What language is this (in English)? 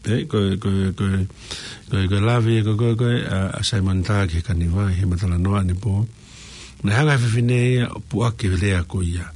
Tongan